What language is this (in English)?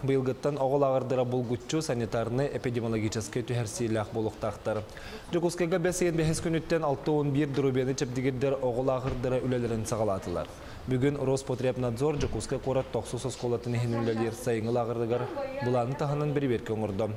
Yakut